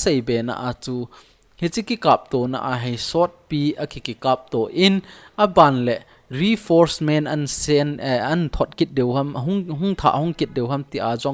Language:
Thado Chin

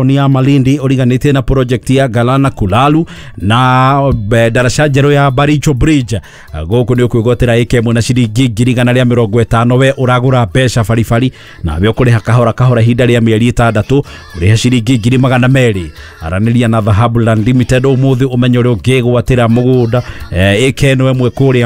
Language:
Kikuyu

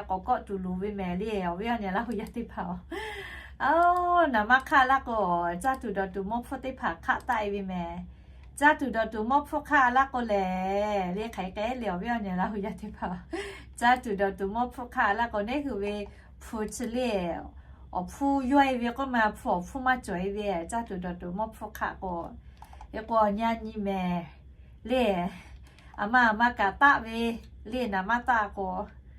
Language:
Lahu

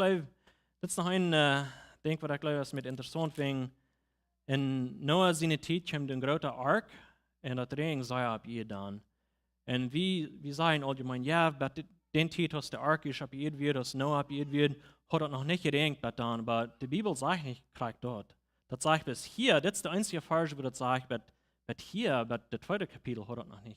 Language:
Plautdietsch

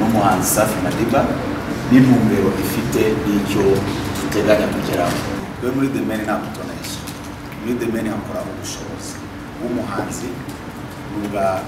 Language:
Kinyarwanda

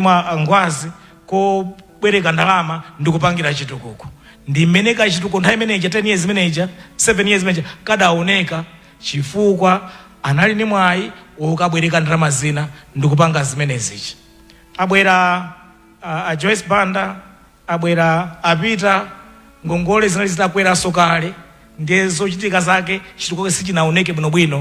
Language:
Nyanja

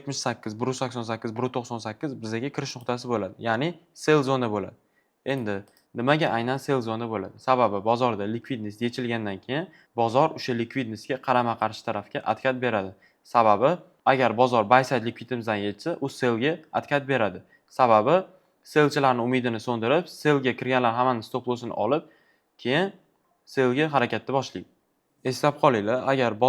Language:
Uzbek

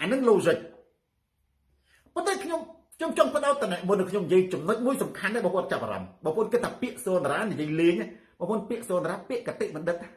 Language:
Khmer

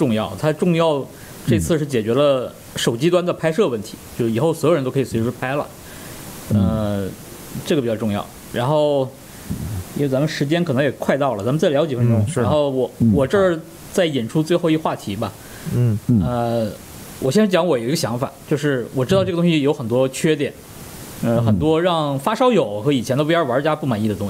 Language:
Chinese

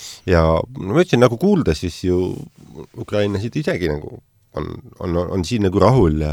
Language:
Estonian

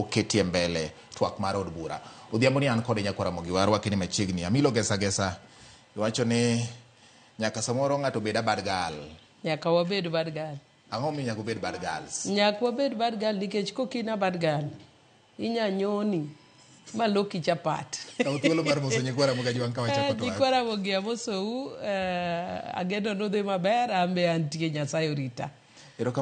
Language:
Luo (Kenya and Tanzania)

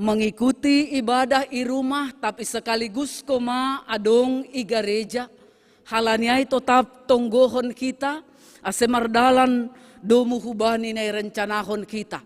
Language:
Batak Simalungun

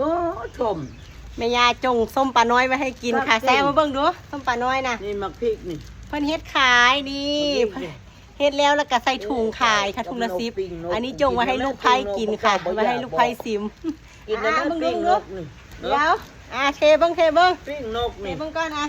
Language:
Northeastern Thai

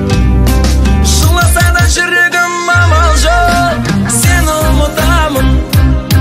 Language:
Kazakh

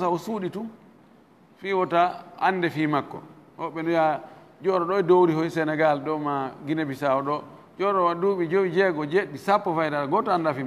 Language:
Fula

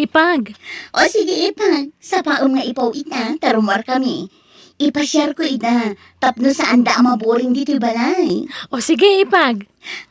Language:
Iloko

